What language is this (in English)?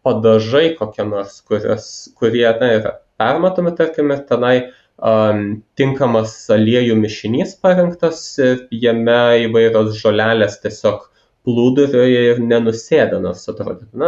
Lithuanian